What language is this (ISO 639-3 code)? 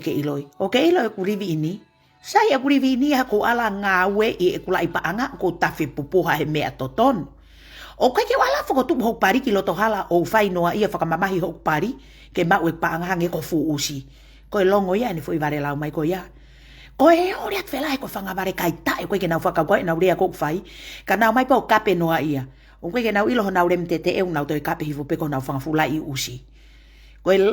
ton